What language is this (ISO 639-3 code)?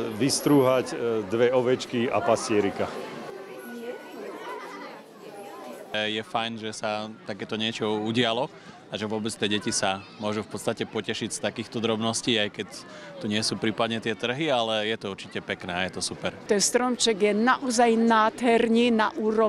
slk